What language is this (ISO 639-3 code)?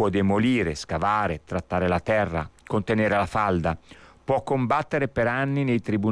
ita